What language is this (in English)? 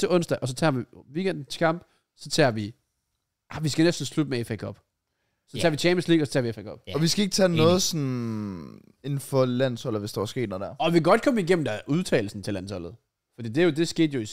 Danish